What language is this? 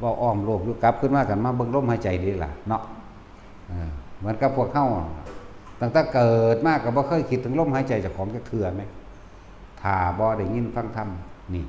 Northeastern Thai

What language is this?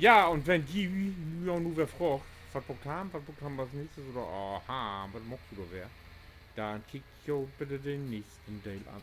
Low German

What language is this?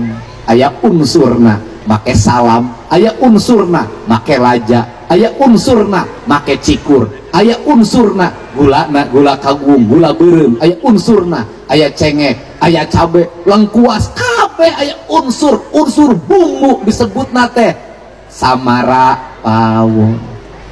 Sundanese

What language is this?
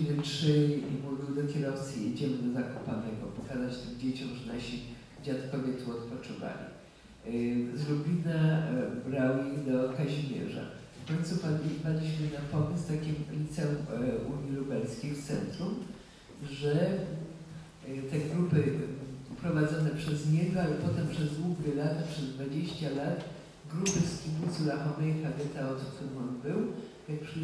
Polish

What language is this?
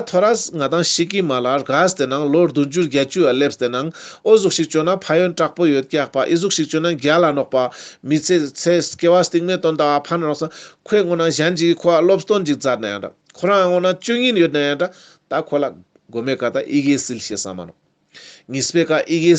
Ladakhi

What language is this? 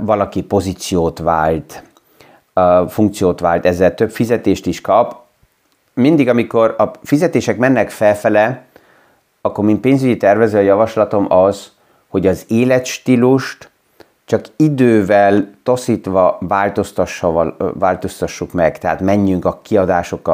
Hungarian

